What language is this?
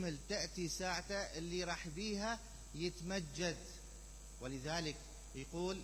Mesopotamian Arabic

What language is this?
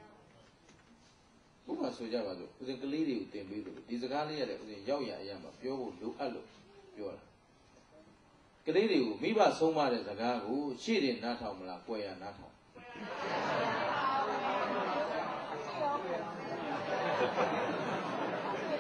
Burmese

